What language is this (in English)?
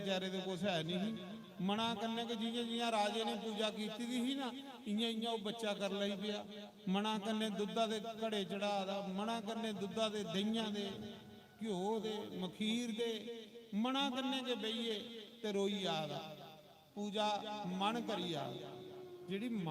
Dogri